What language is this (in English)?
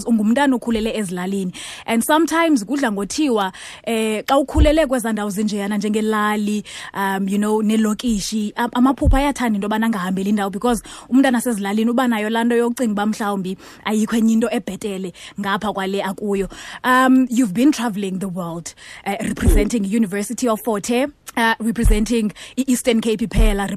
Xhosa